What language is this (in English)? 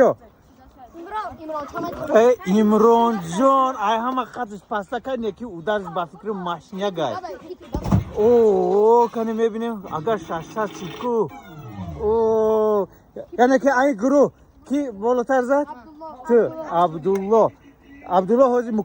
Tajik